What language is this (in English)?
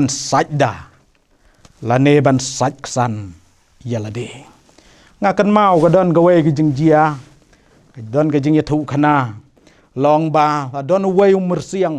Khasi